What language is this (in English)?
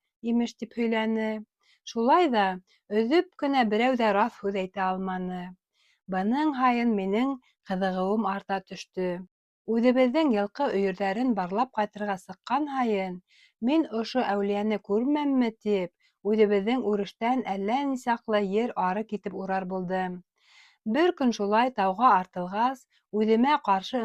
Bashkir